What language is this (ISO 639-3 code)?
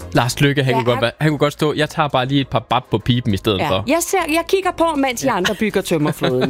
dan